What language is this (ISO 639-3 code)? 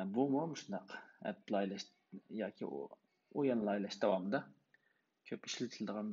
uig